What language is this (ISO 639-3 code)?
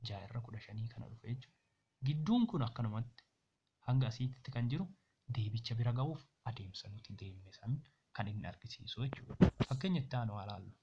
orm